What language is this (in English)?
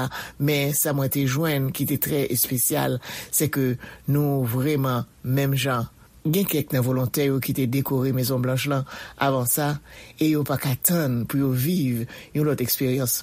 Haitian Creole